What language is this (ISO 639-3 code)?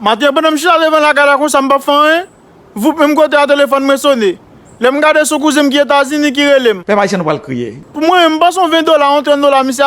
hat